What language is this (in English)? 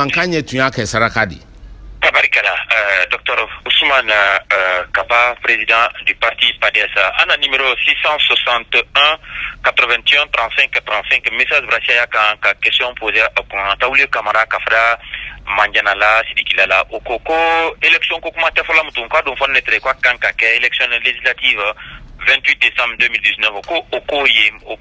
Bambara